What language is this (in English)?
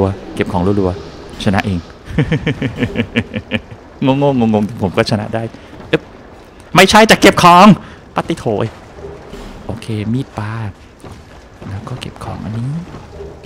Thai